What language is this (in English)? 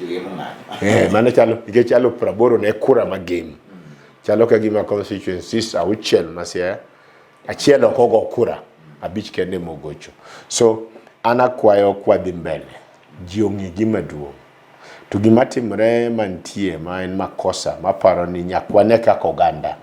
Luo (Kenya and Tanzania)